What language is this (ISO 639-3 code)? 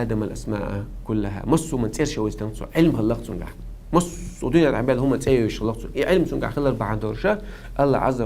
che